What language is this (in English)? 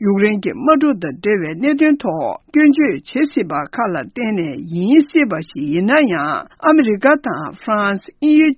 Tibetan